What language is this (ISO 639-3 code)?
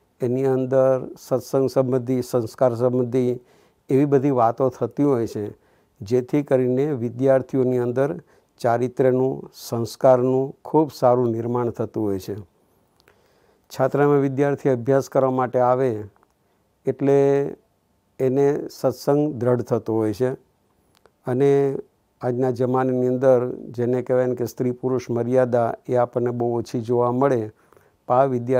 guj